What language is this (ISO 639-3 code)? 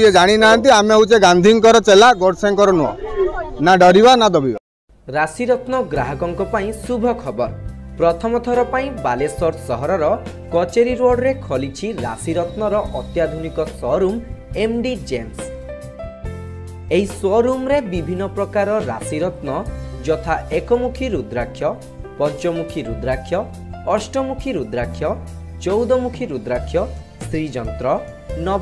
ori